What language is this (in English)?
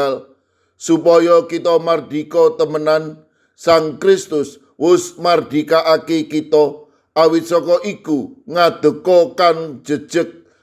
Javanese